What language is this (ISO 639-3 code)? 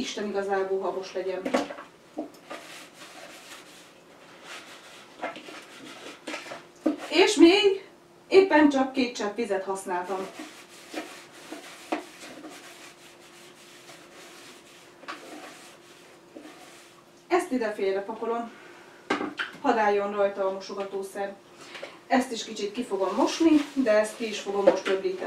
hun